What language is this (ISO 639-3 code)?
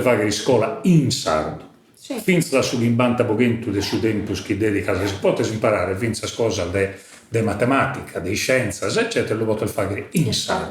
srd